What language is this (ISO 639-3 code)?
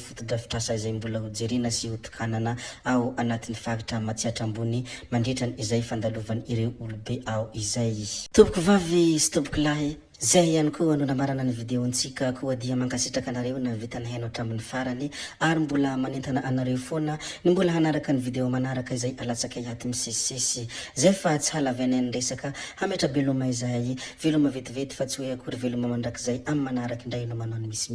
mlg